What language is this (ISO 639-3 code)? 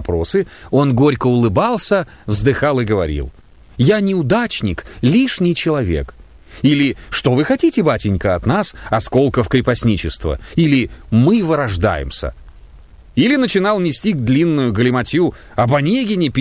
rus